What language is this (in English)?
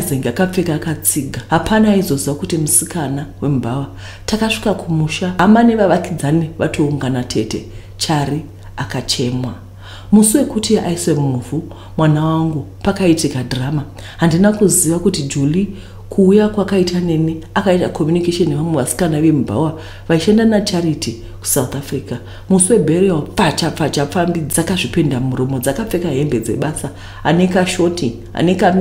Shona